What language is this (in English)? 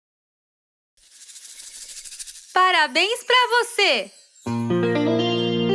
Portuguese